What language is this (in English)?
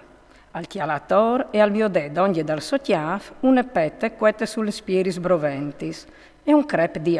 Friulian